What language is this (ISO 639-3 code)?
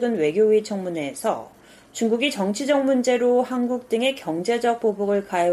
kor